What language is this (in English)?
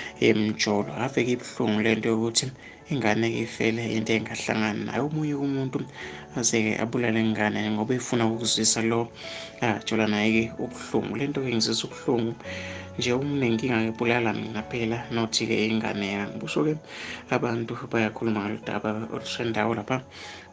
Zulu